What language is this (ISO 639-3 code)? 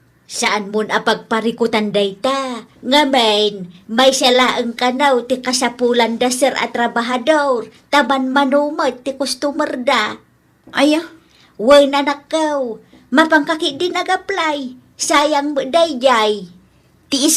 ilo